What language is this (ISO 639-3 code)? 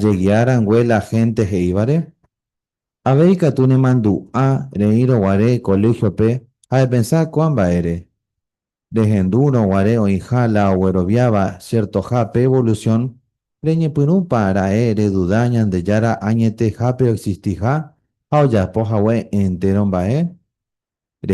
grn